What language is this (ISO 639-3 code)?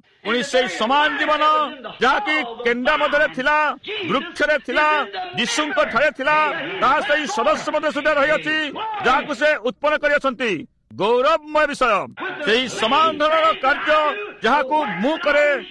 ori